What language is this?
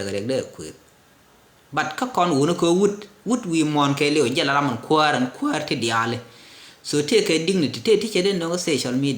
Nuer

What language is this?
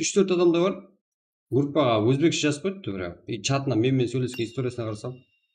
Kara-Kalpak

